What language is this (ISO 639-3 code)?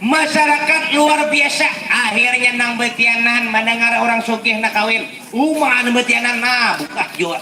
bjn